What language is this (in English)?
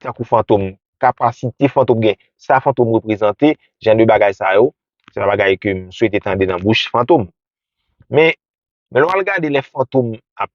Haitian Creole